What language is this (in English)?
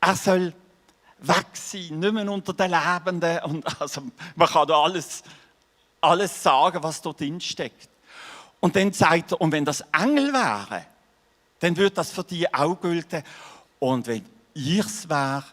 Swiss German